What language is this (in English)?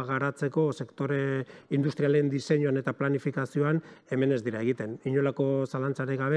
Basque